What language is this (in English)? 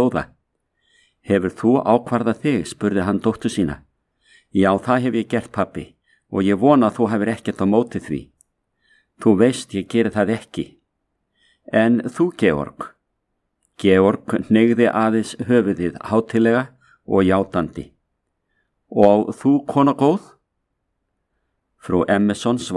Icelandic